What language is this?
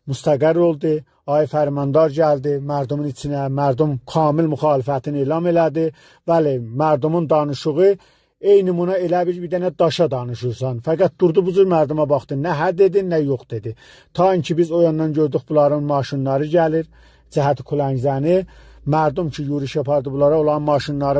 South Azerbaijani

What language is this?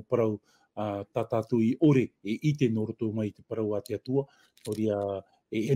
Tahitian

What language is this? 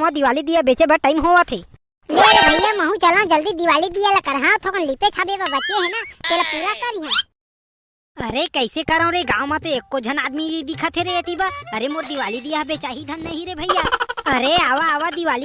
Chhattisgarhi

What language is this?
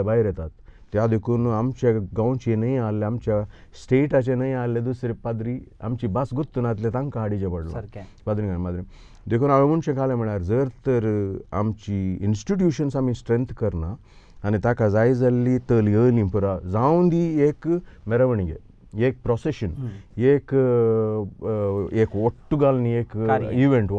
Konkani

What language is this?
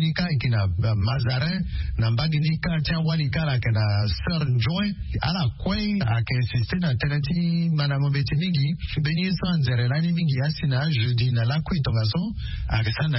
Sango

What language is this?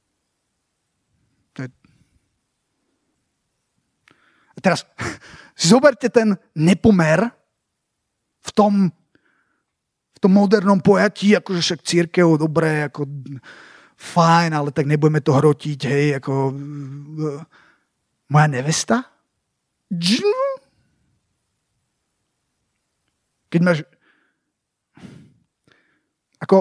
Slovak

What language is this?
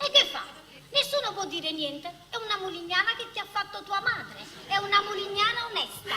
Neapolitan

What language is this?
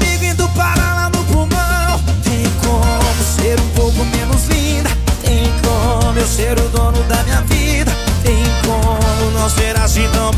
Portuguese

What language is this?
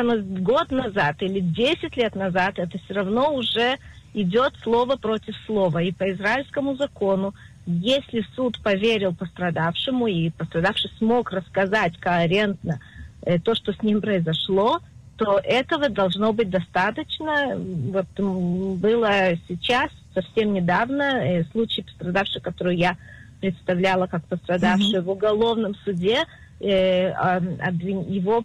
Russian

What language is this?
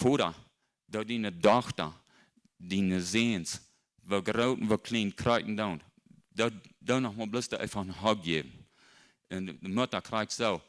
Plautdietsch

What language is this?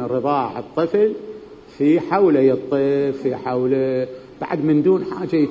Mesopotamian Arabic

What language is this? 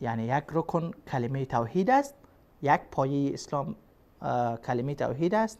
Persian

